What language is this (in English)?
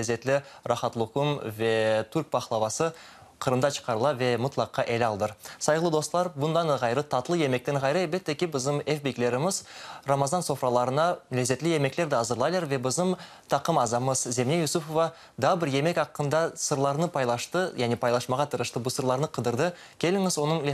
Crimean Tatar